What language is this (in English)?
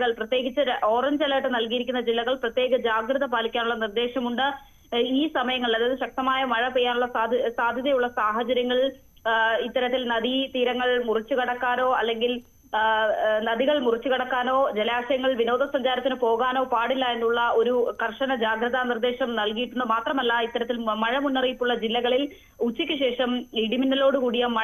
Malayalam